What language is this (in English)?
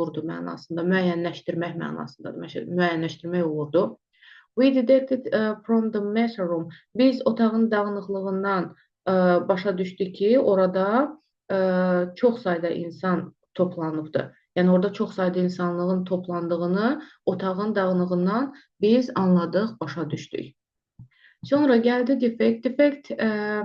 Azerbaijani